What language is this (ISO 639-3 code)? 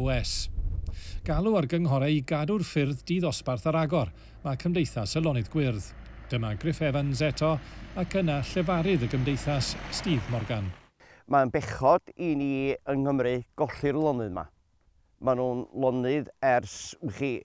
cym